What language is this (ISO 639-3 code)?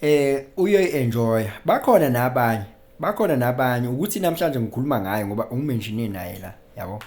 zul